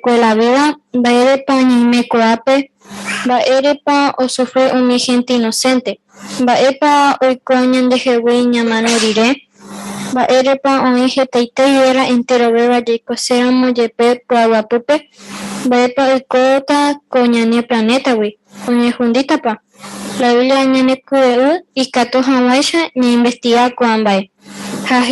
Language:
Guarani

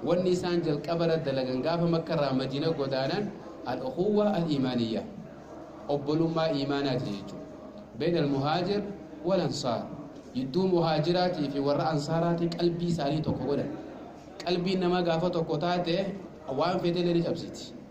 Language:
Oromo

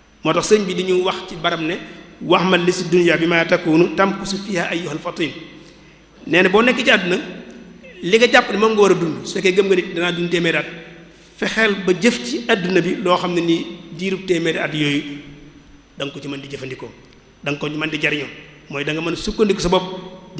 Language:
Wolof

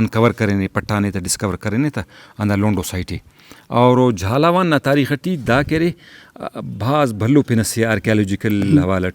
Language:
Brahui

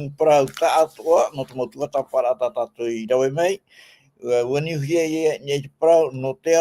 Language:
Tahitian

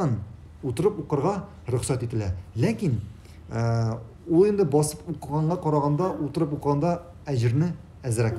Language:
Tatar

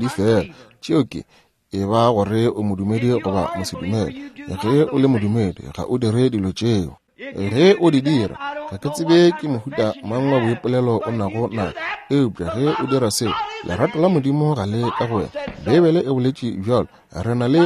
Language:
Northern Sotho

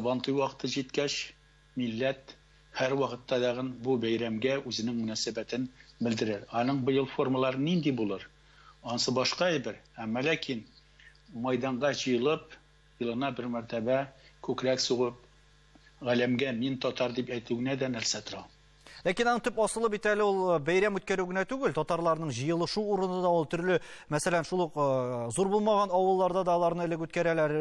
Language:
Tatar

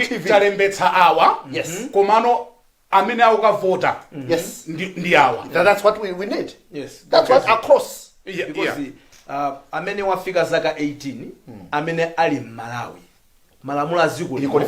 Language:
Nyanja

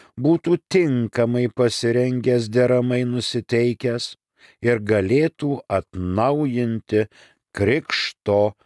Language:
Lithuanian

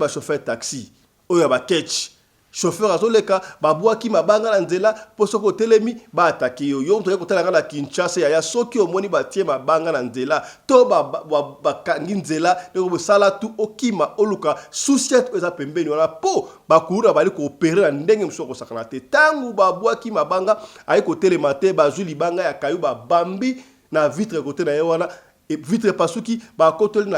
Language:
Lingala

